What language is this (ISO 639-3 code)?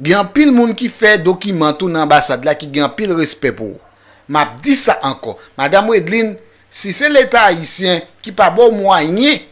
hat